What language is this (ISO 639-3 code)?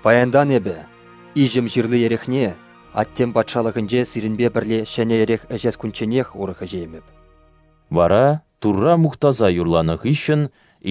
chv